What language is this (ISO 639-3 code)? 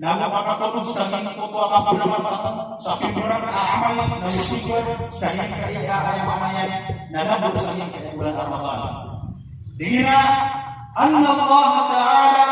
mrw